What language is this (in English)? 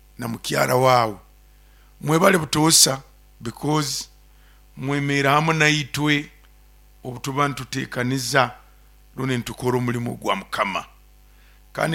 Nyoro